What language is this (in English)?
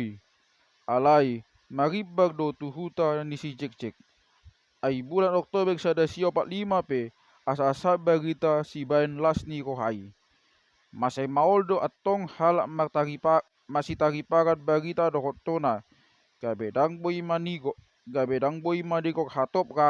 Batak Toba